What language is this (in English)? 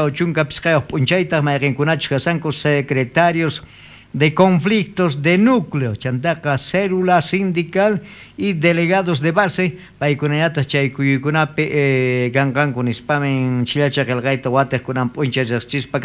South Bolivian Quechua